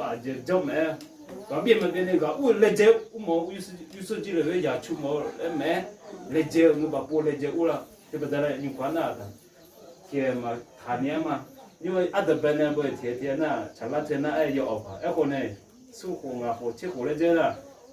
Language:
Akha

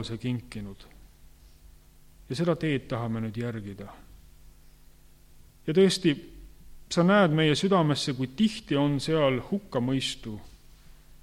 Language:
Estonian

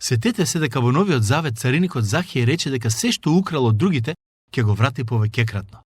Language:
Macedonian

